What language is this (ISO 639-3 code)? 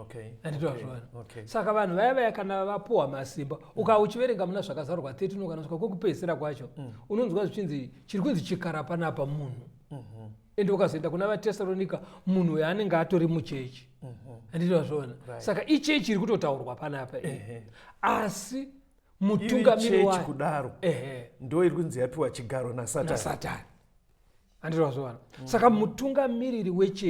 sna